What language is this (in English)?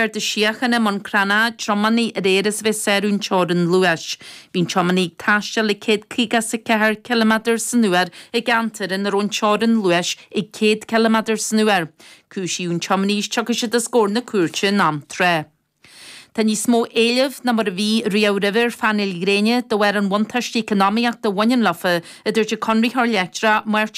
Irish